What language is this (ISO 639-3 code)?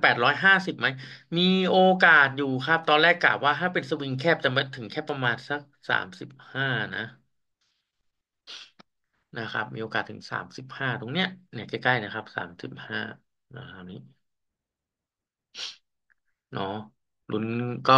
tha